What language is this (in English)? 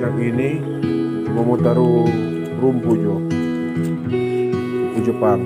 Manado Malay